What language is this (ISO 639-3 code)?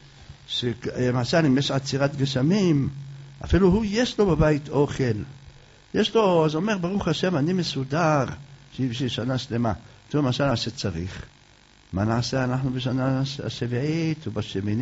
heb